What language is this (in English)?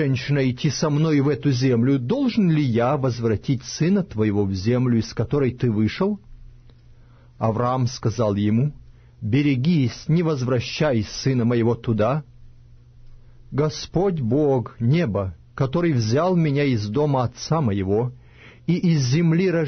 Russian